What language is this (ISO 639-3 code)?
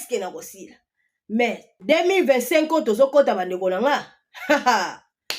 lin